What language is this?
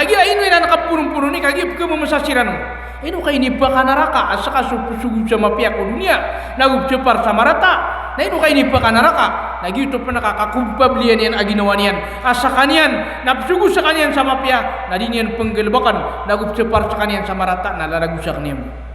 Maranao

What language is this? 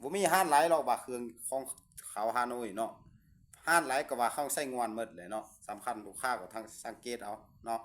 Lao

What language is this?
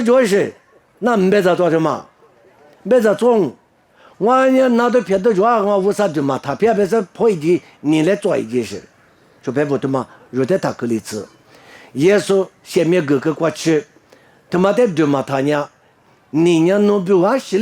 Lisu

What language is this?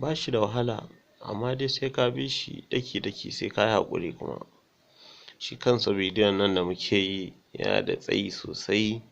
Hausa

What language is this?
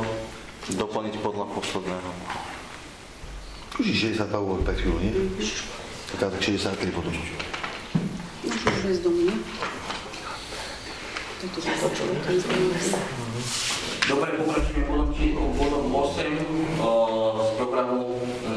Slovak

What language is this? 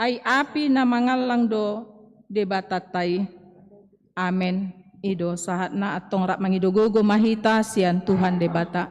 Batak Toba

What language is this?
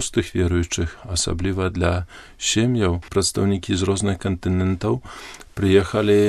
Belarusian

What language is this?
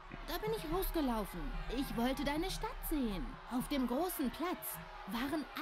German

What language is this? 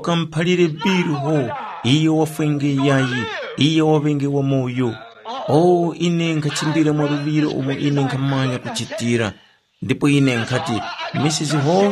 Tumbuka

